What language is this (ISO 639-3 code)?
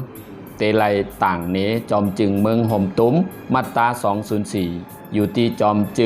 shn